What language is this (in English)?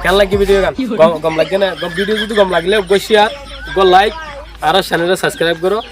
Rohingya